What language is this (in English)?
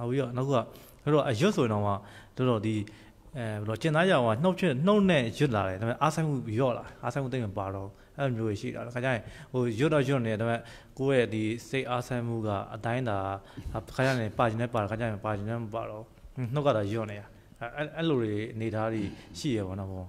Burmese